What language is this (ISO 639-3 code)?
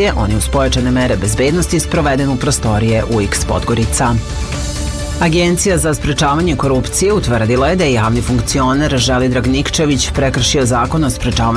srp